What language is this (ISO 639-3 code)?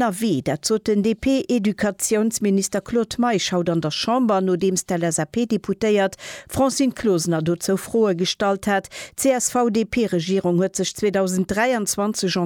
ltz